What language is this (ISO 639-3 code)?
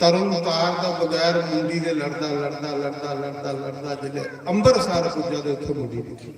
doi